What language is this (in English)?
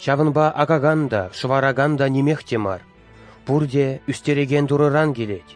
Chuvash